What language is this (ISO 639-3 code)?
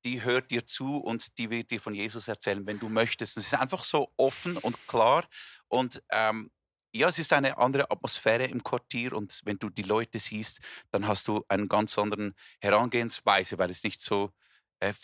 gsw